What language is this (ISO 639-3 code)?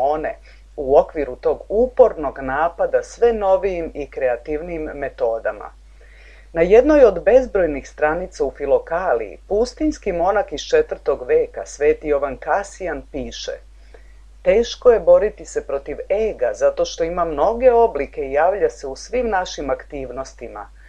srp